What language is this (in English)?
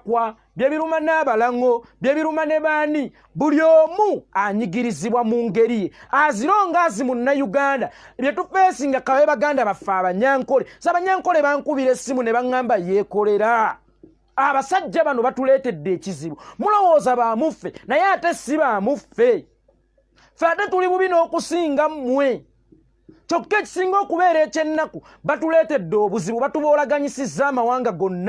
Ganda